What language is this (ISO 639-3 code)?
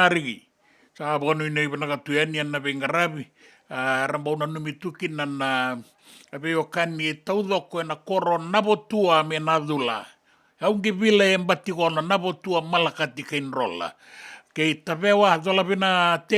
fij